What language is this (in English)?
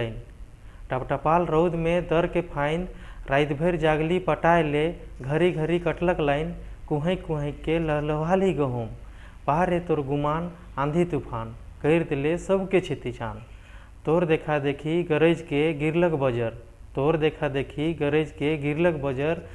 Sadri